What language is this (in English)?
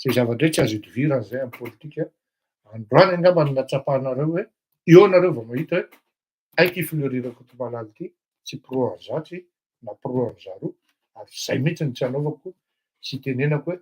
Malagasy